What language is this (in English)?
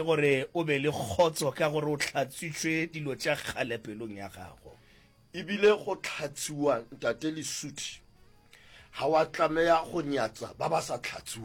Northern Sotho